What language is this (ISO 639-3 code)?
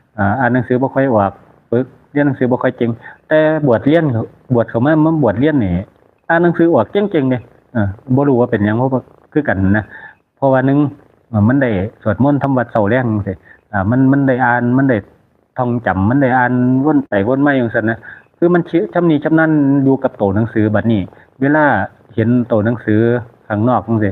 tts